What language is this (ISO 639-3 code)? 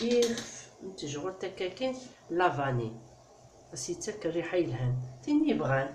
kab